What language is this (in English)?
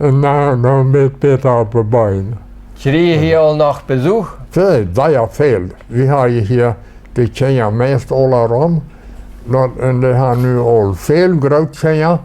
Plautdietsch